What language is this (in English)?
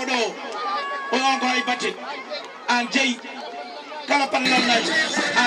Fula